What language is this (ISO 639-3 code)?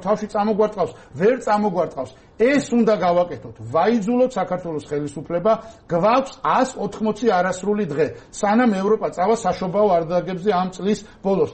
kat